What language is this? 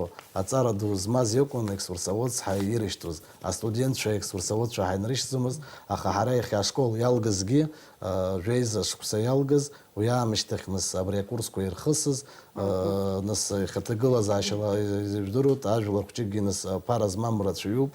Abkhazian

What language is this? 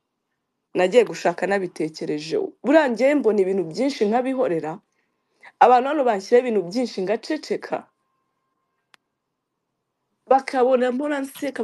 Kinyarwanda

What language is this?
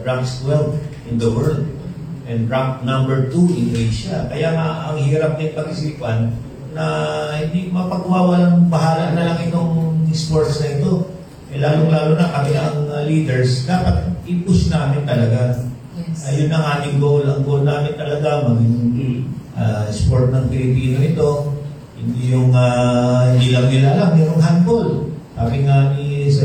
Filipino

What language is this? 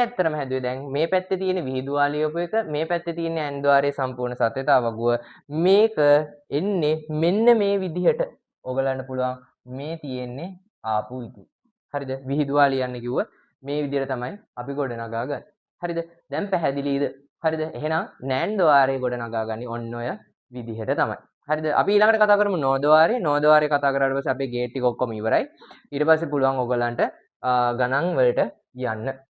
Sinhala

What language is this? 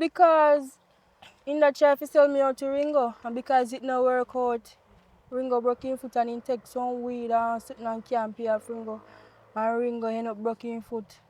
Jamaican Creole English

